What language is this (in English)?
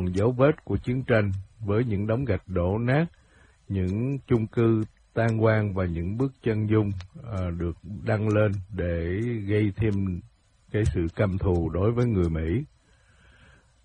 Vietnamese